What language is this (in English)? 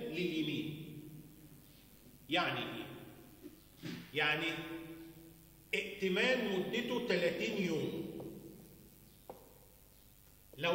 Egyptian Arabic